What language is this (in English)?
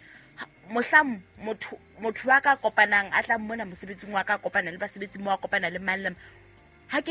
Southern Sotho